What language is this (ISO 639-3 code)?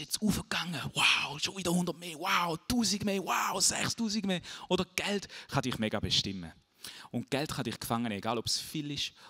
gsw